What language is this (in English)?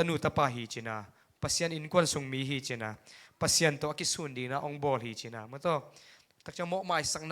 Tedim Chin